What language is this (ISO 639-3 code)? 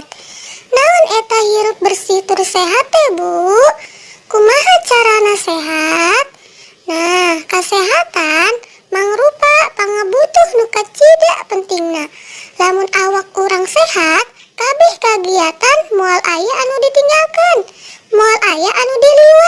sun